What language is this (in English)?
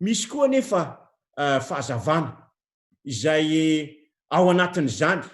Malagasy